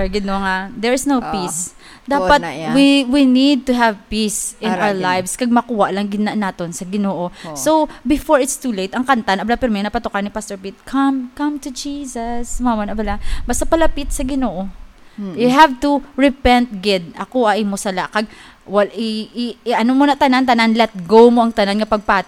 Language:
Hiligaynon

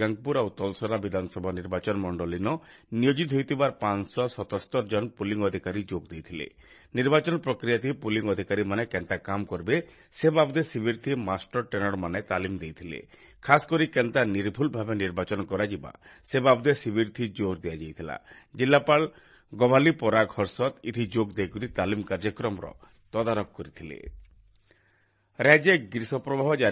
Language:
Odia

